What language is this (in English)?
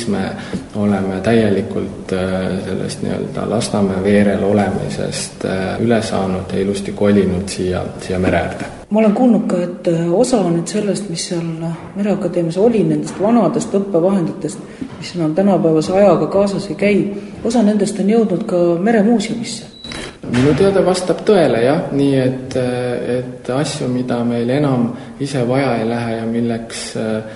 Estonian